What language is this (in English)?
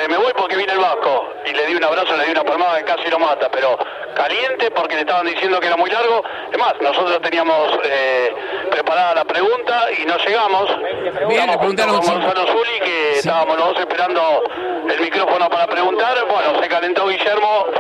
Spanish